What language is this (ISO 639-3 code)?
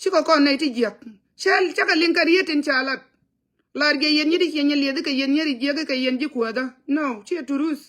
nus